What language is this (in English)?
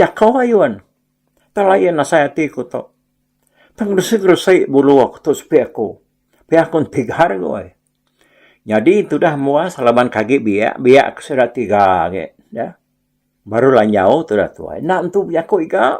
Iban